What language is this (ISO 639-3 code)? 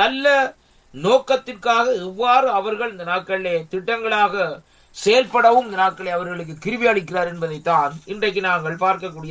tam